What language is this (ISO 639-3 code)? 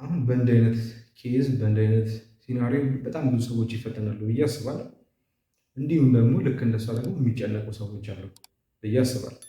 amh